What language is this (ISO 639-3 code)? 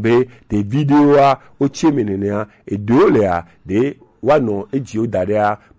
gej